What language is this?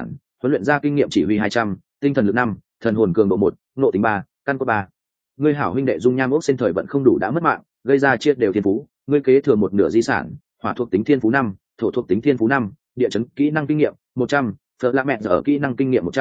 Vietnamese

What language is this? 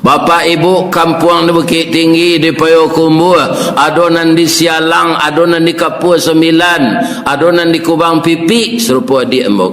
Minangkabau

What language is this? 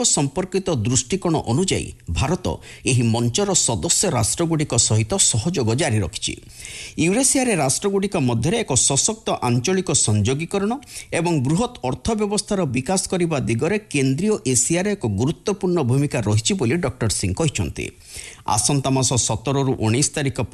Odia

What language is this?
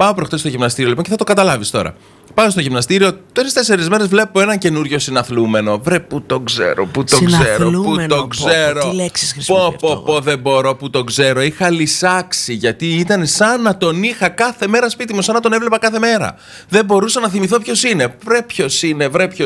Greek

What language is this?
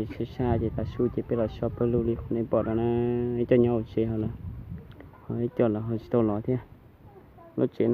Hmong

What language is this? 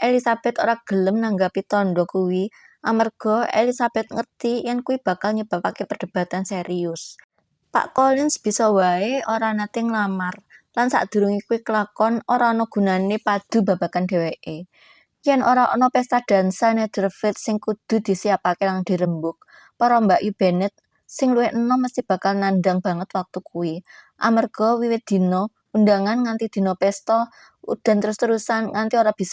Javanese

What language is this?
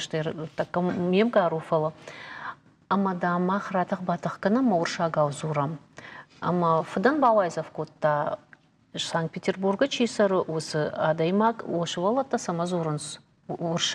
Ossetic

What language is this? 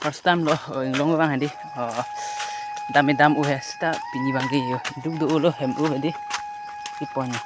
Karbi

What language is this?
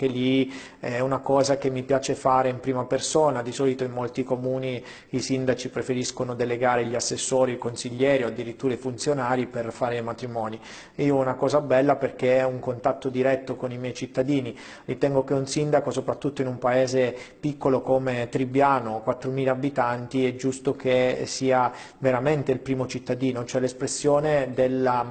Italian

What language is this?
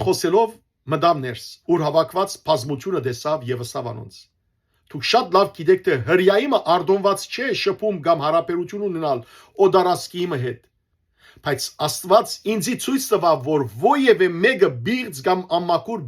Western Armenian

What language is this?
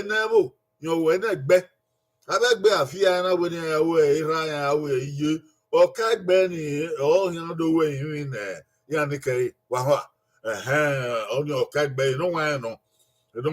Bini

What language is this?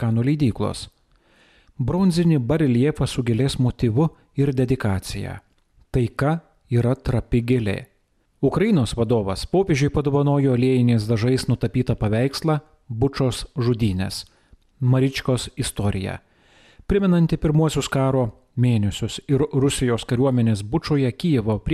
Lithuanian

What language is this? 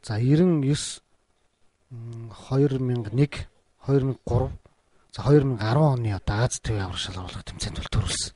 Mongolian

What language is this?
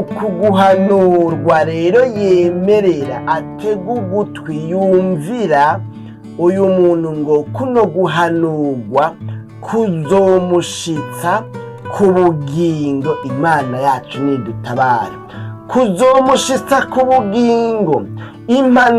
Rundi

